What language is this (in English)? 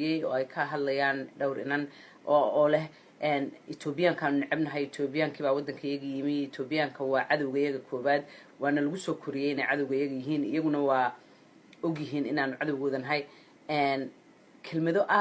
Somali